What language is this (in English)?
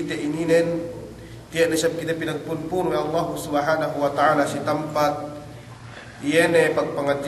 Yakan